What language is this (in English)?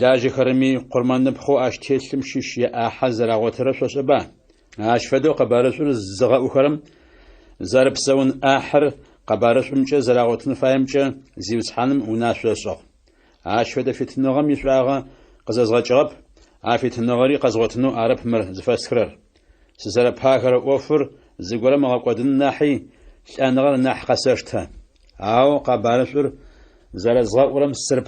Adyghe